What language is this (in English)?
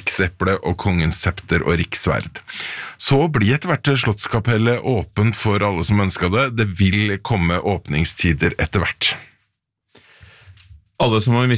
Norwegian